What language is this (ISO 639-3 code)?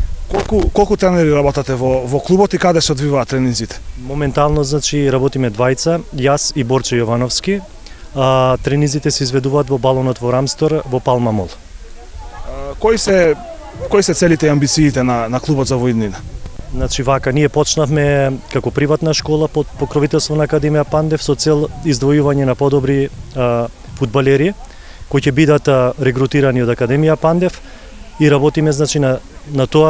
mkd